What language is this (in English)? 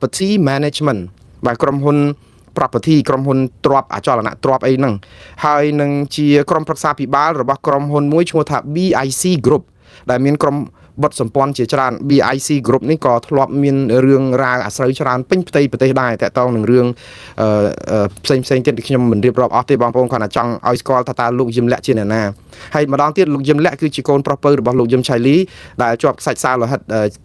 Khmer